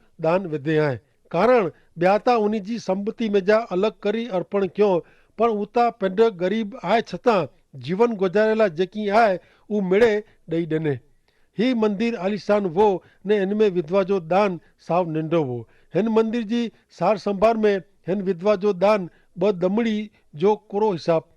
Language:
Kachhi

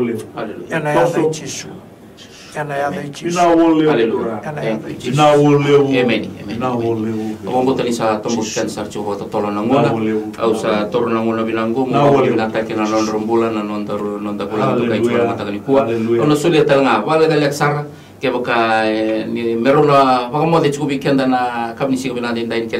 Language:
Fijian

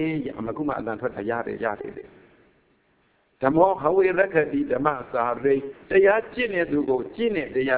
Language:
Burmese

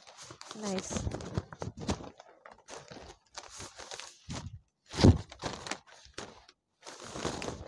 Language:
Telugu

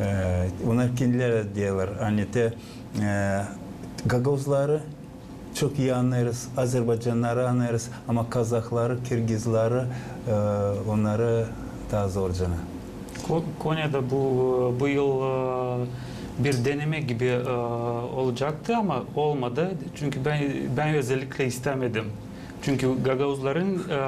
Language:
Gagauz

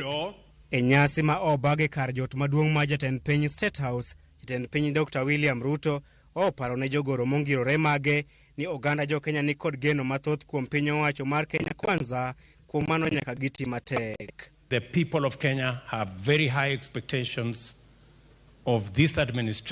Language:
Luo (Kenya and Tanzania)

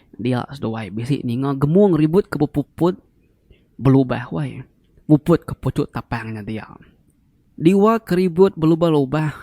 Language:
Iban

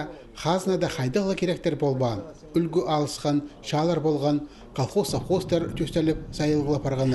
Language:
Khakas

